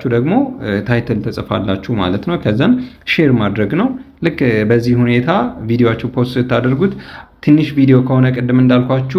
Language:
Amharic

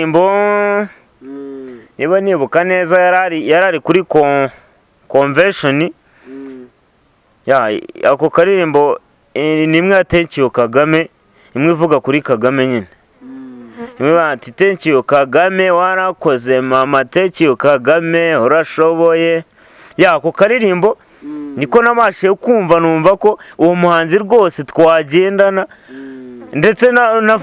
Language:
Kinyarwanda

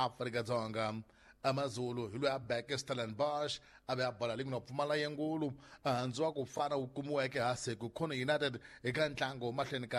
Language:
Tsonga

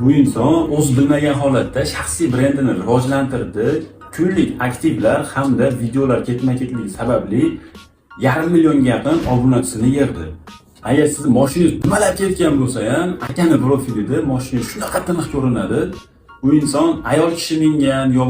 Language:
Uzbek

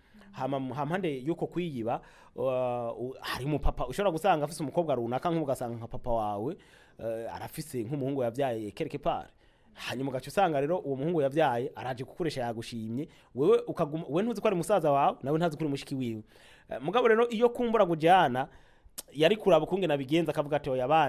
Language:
Rundi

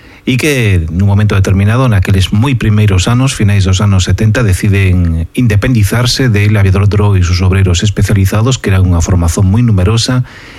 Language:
Galician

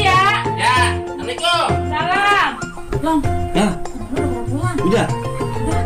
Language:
Betawi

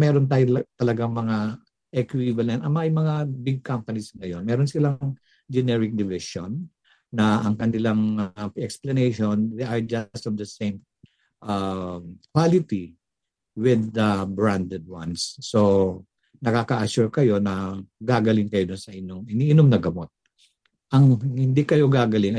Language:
Filipino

